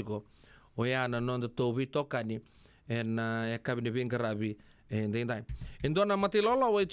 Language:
Fijian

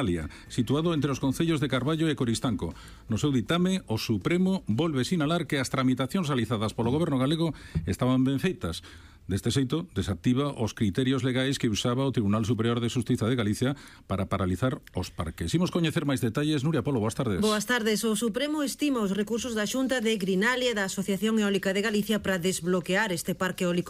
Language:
Galician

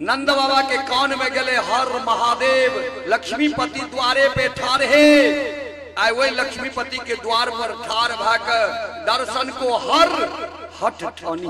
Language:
Maithili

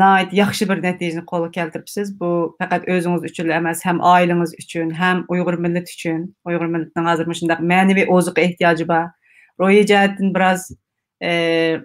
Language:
Uyghur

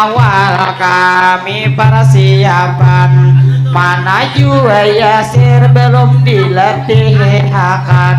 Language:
Banjar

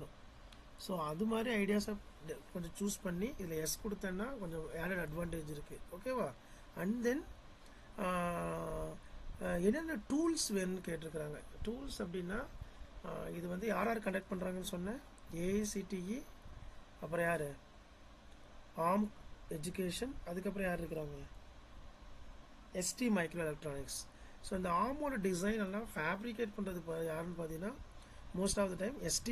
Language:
Tamil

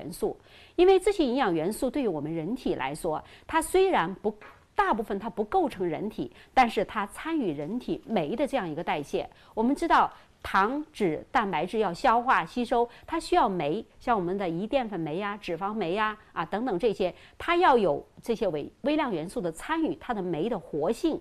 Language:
Chinese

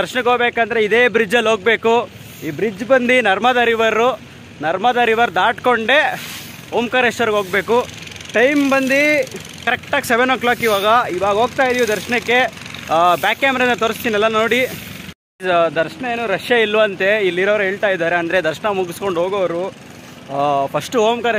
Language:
Kannada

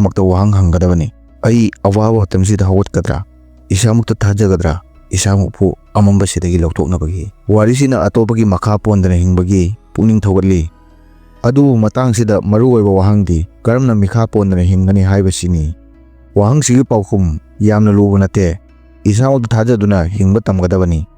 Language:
Manipuri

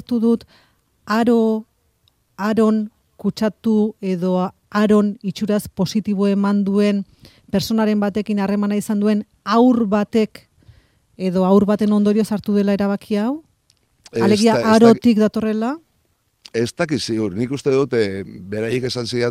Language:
Basque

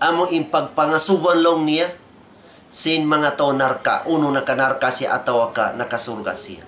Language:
Tausug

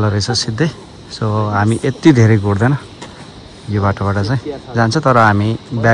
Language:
Nepali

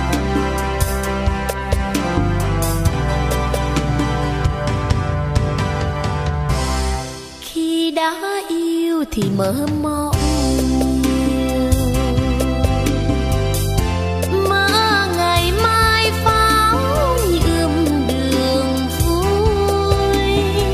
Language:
Vietnamese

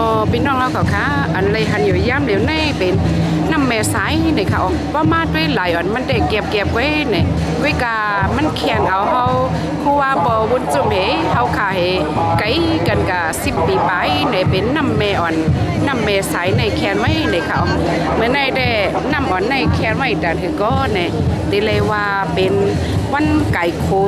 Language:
Shan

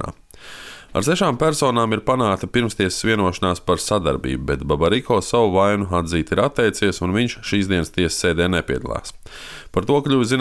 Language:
Latvian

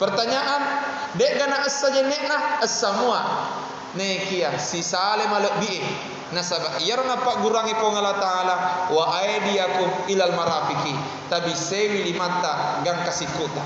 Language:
Buginese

